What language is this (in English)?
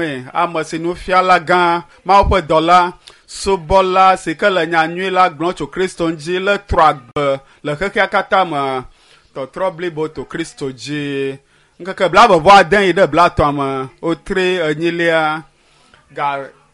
Ewe